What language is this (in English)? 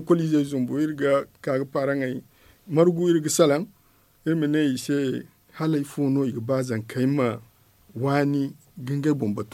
Zarma